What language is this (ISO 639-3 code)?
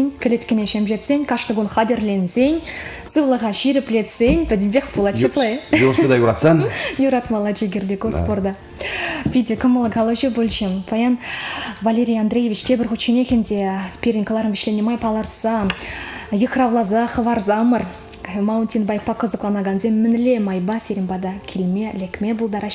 chv